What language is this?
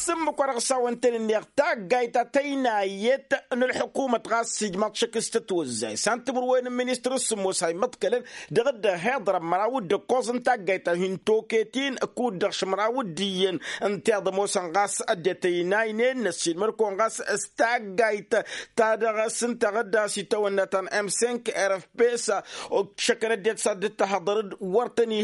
Tamasheq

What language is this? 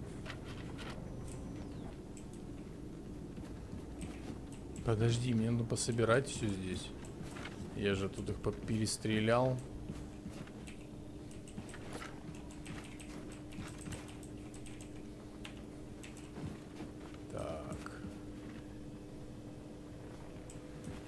Russian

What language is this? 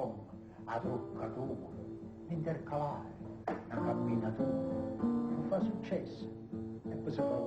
Neapolitan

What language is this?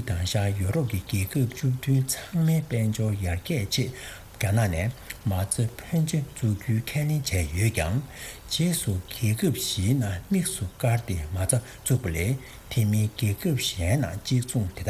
Tibetan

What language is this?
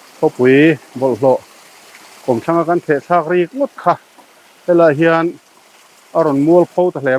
Mizo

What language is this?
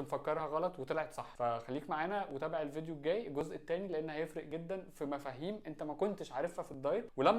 Egyptian Arabic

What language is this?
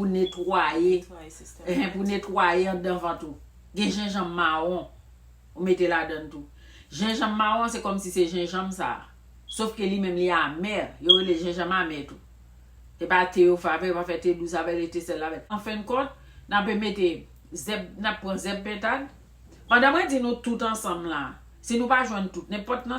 Haitian Creole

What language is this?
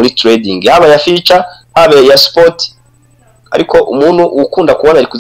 Kinyarwanda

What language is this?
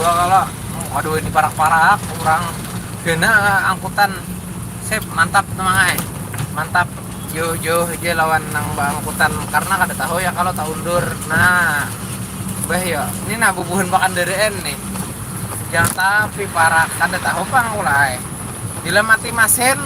Banjar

